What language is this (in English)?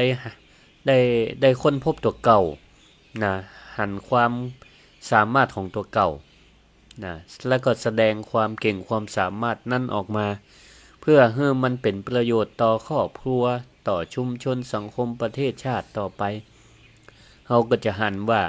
Northern Thai